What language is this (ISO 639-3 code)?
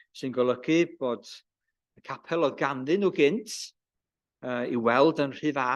cym